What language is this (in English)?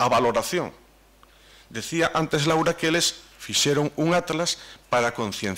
Galician